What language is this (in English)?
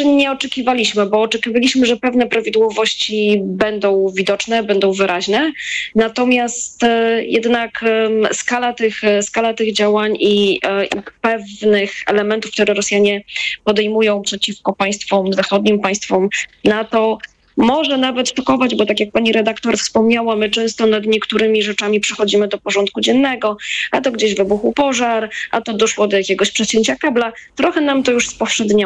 Polish